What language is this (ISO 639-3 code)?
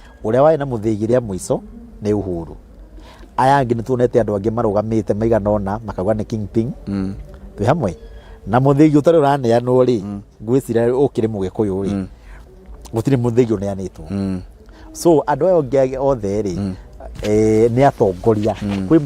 kik